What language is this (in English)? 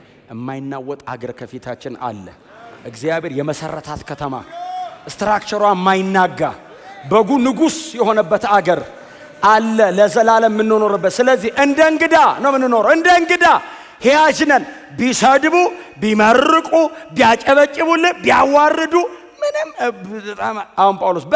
Amharic